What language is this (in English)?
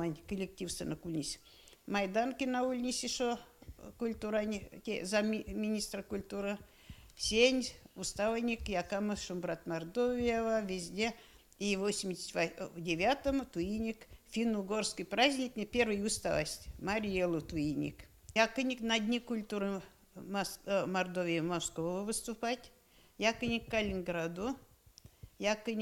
Erzya